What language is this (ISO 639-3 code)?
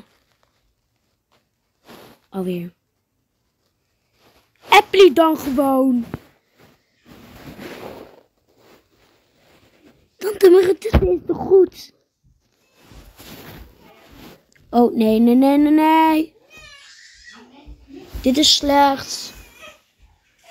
nld